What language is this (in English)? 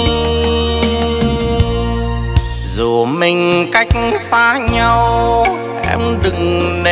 Vietnamese